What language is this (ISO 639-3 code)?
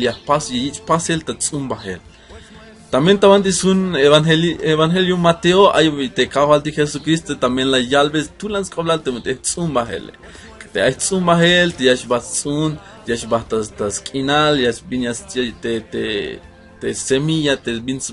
tzh